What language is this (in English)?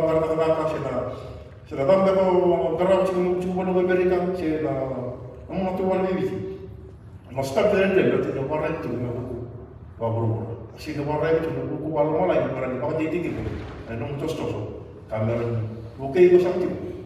Fijian